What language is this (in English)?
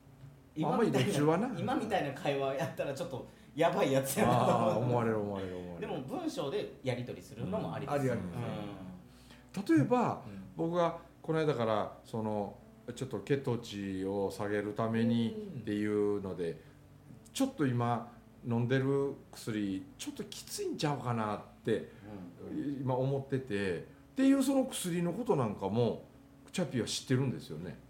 Japanese